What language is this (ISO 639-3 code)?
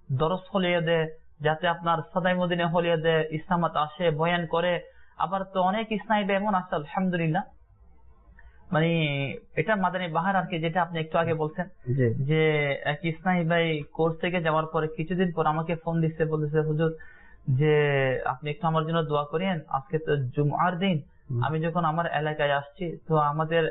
ben